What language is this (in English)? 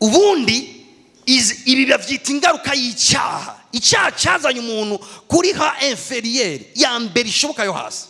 Rundi